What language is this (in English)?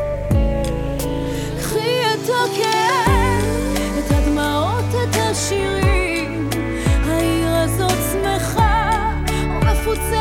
Hebrew